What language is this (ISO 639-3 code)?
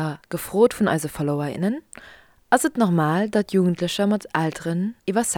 ltz